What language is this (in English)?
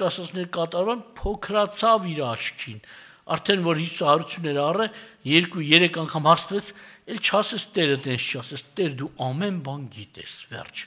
Armenian